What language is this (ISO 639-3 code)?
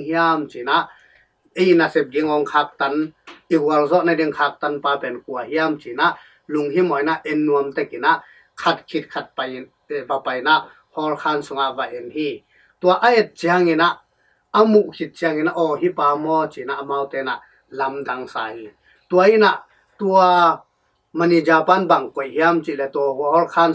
ctd